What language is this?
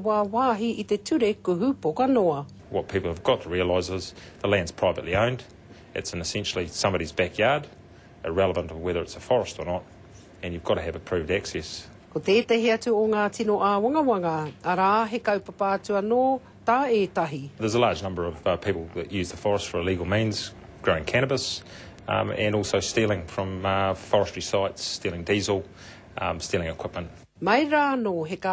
Māori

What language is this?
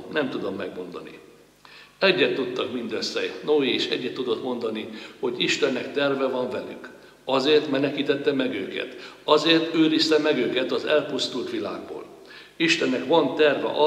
Hungarian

